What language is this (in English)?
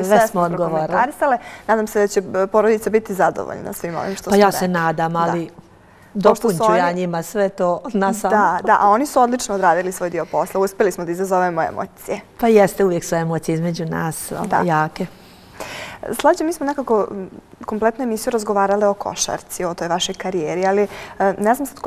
Bosnian